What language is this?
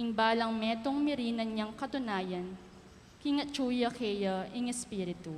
Pampanga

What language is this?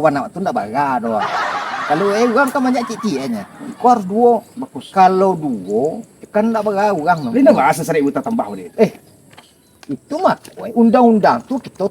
Minangkabau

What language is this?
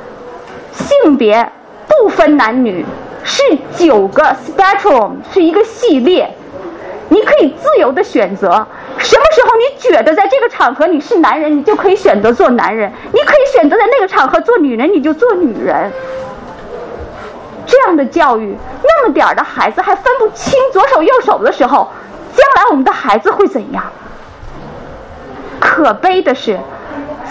Chinese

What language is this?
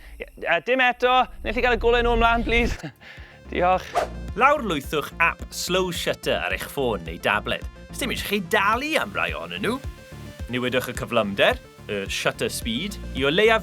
Welsh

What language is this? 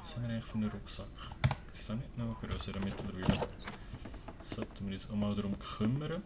Swiss German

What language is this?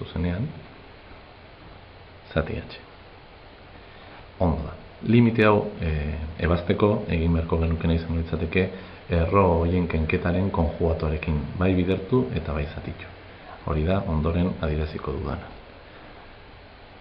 Basque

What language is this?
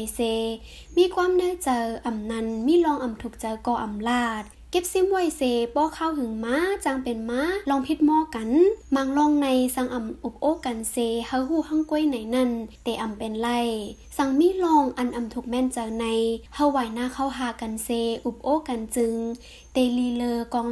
Shan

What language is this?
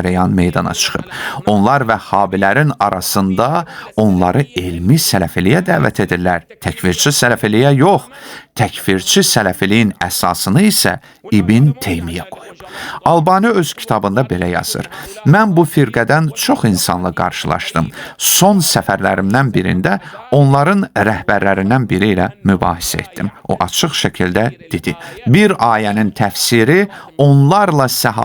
Azerbaijani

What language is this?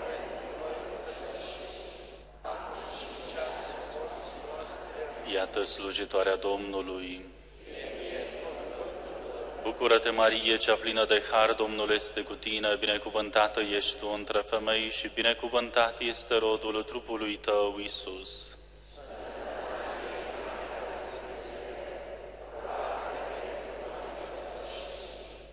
Romanian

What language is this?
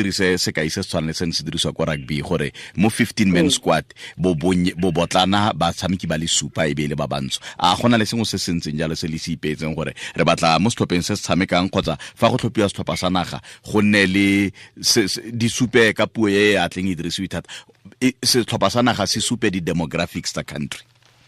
Tswana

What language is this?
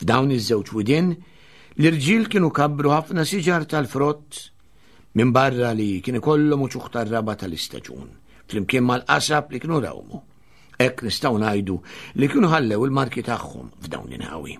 Maltese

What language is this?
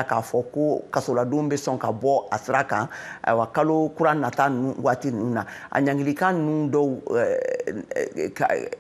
Bambara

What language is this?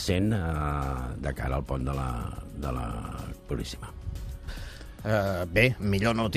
Catalan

